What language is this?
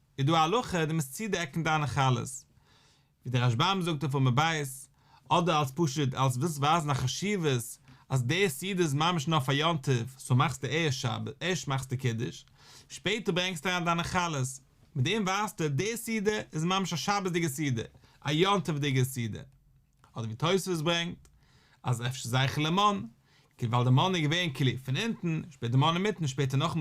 Yiddish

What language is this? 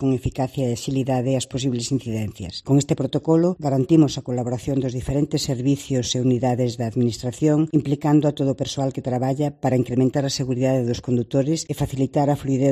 Galician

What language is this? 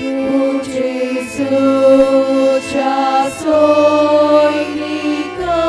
Konkani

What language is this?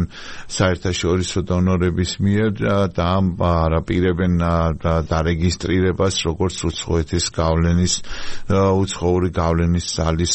Georgian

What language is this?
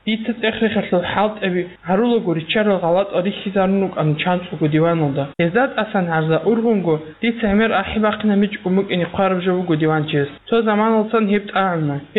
Avaric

